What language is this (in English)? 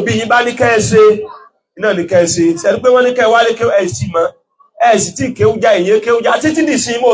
Yoruba